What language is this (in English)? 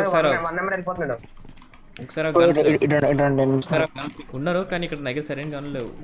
Telugu